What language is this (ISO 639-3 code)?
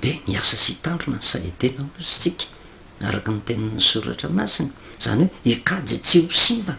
mlg